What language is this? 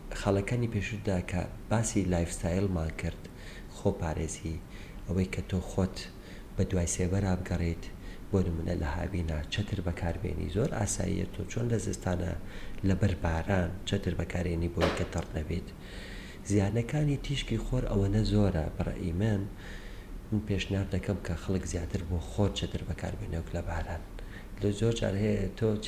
Central Kurdish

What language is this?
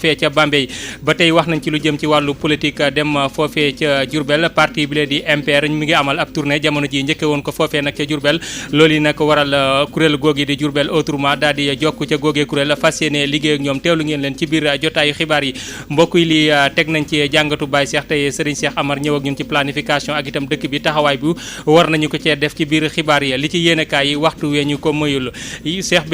Wolof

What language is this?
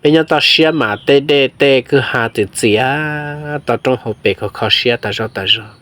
Hmong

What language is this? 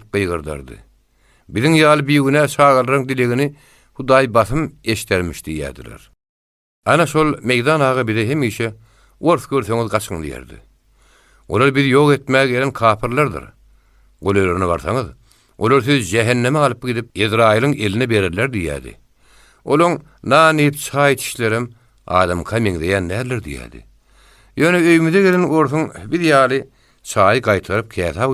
Turkmen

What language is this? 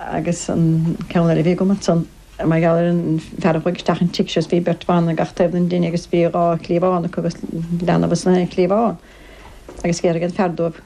Irish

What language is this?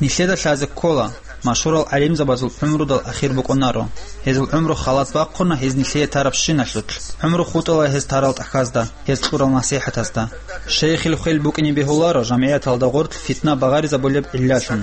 Avaric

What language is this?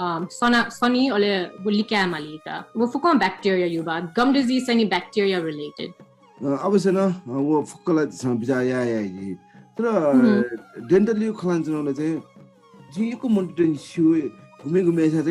Newari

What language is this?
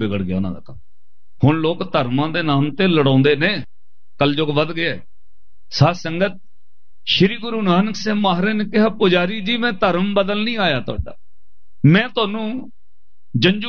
Punjabi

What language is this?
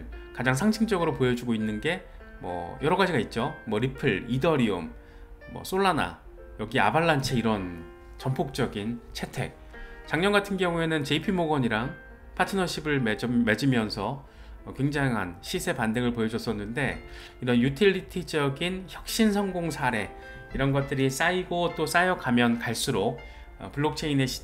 Korean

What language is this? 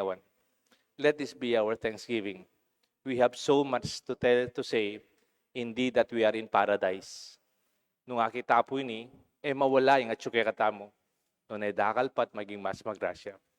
Pampanga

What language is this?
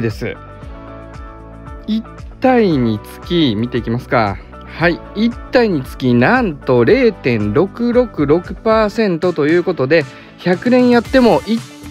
Japanese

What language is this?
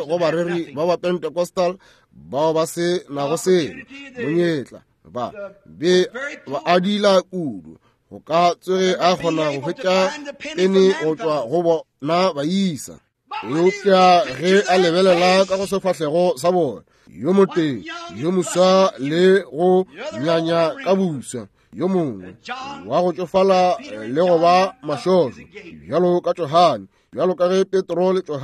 Northern Sotho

